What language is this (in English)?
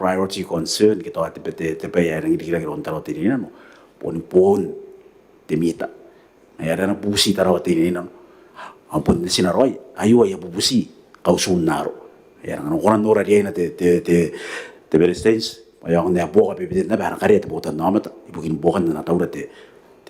Gilbertese